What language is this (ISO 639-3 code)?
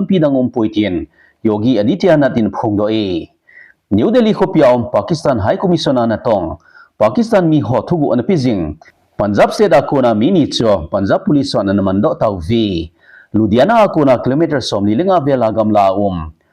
tcz